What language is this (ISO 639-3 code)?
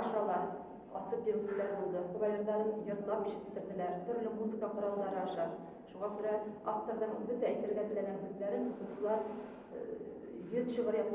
bak